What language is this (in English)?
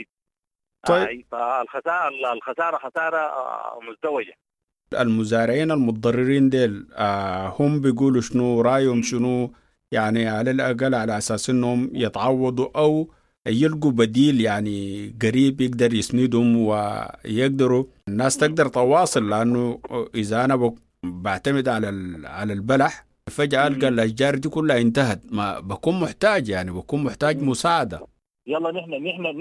Sudanese Arabic